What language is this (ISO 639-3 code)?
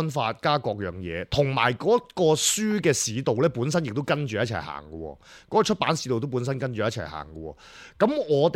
yue